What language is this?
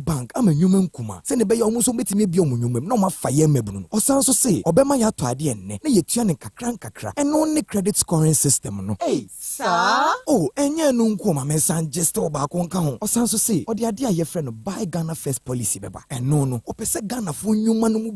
Akan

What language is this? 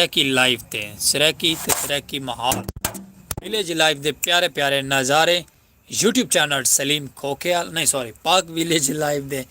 Saraiki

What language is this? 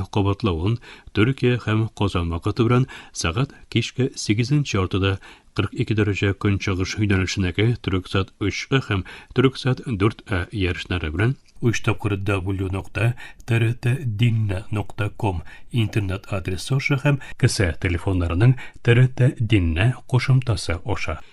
Tatar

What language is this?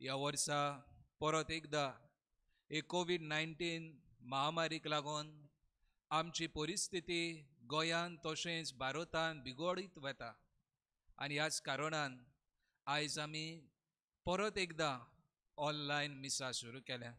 Konkani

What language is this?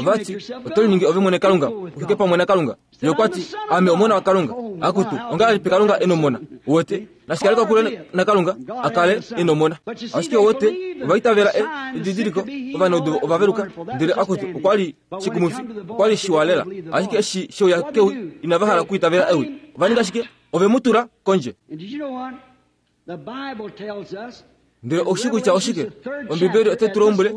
Kuanyama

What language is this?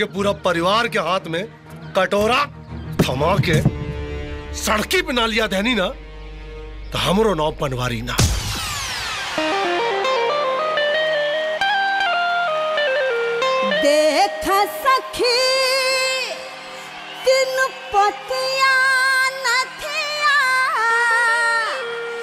Bhojpuri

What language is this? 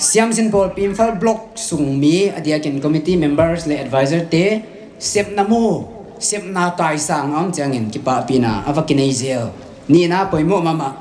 Paite Chin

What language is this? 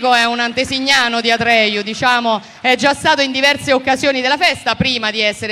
Italian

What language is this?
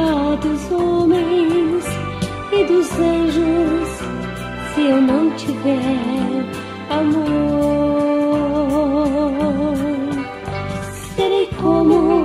Portuguese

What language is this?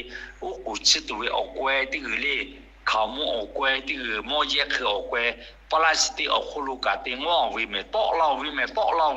Lahu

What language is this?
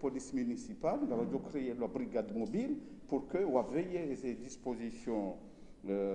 Ngazidja Comorian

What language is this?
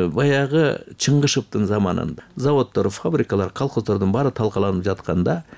Kyrgyz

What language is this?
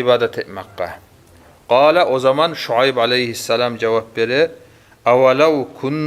Kumyk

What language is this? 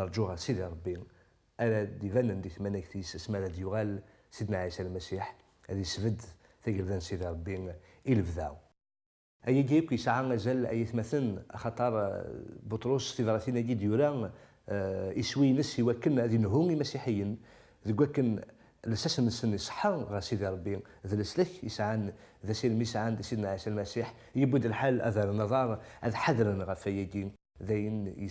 Kabyle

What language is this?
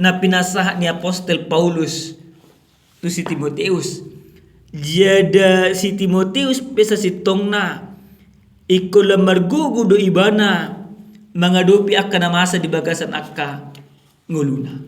Batak Toba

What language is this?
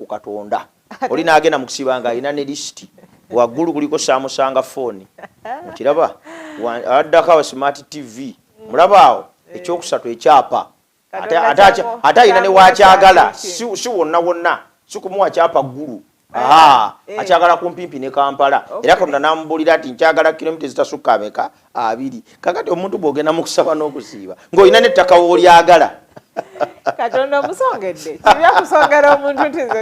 Ganda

